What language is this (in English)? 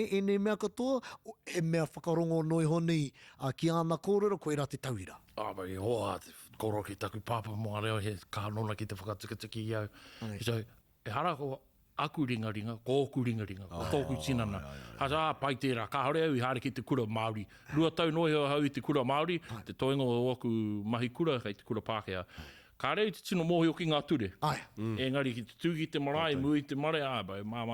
Māori